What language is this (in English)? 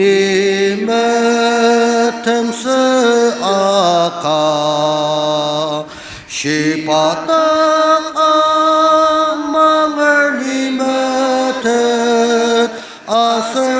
Ao Naga